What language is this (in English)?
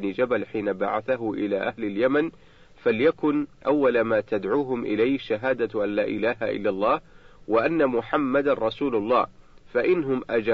Arabic